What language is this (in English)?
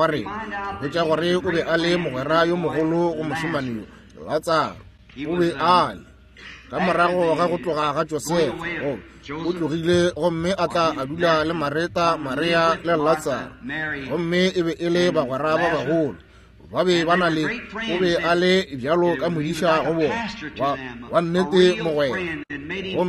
Northern Sotho